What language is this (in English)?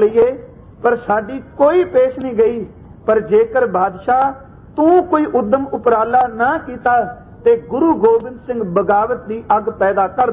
Punjabi